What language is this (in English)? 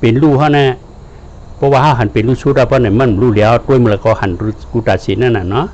Shan